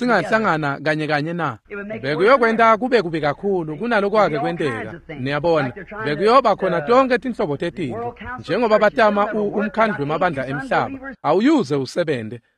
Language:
Swati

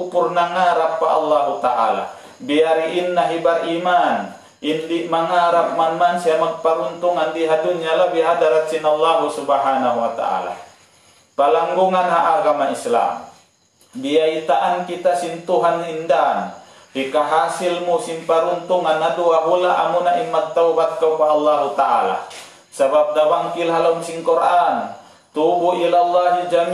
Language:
Tausug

